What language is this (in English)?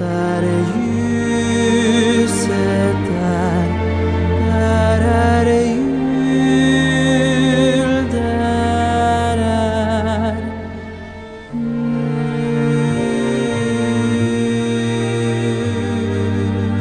Swedish